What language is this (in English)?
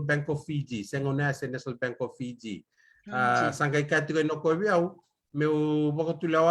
Fijian